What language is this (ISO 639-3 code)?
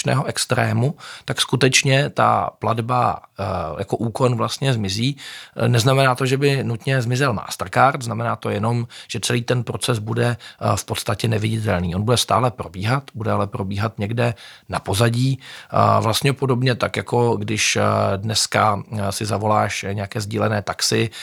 ces